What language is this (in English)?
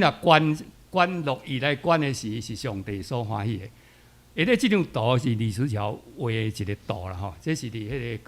Min Nan Chinese